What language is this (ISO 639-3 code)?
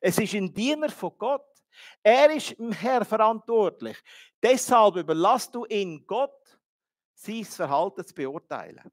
gsw